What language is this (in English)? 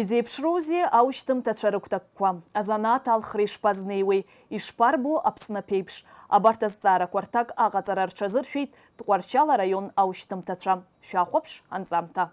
Abkhazian